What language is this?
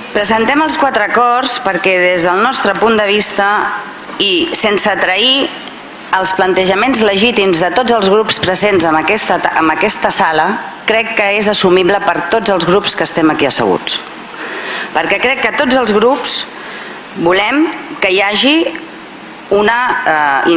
Catalan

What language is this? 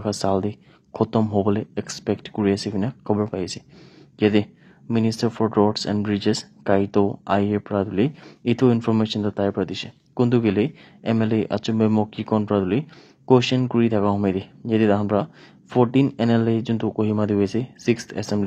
Naga Pidgin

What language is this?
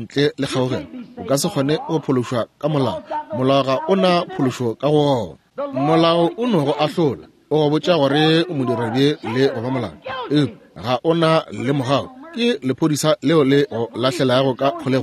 Northern Sotho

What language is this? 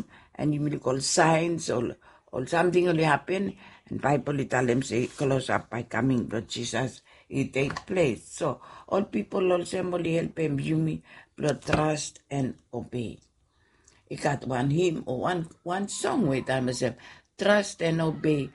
Bislama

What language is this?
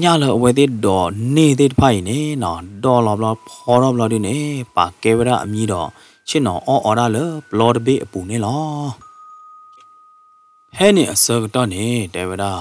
S'gaw Karen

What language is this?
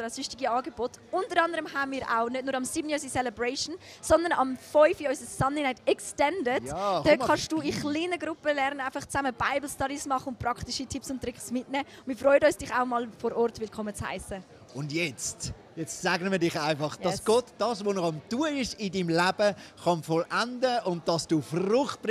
Swiss German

